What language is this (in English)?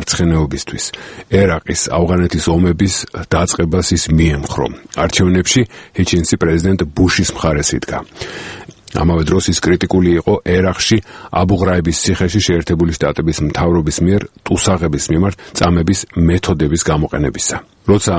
Georgian